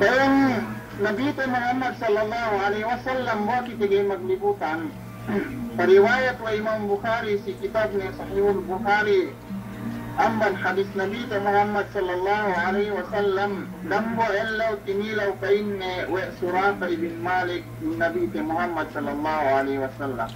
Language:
Yakan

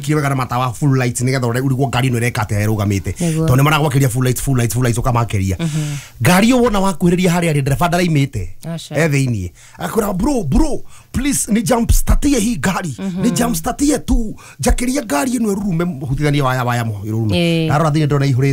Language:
Kikuyu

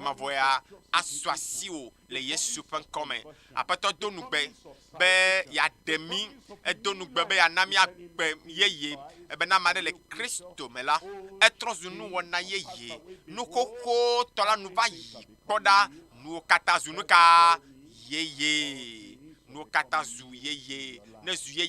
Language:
Ewe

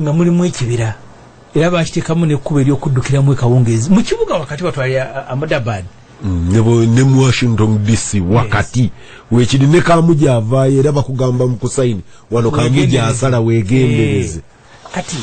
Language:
Ganda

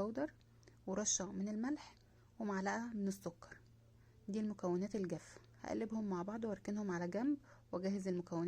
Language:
Egyptian Arabic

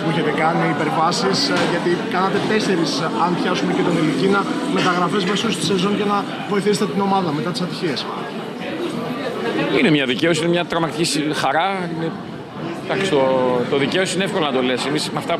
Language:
Greek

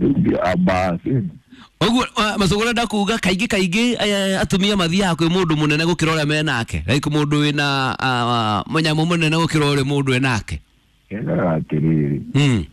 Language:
Kikuyu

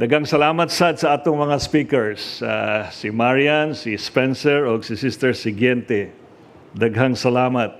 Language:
Cebuano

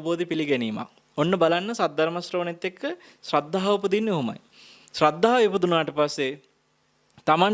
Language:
Sinhala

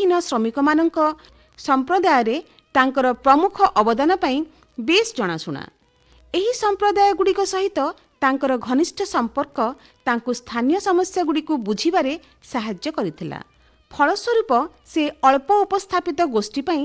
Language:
Odia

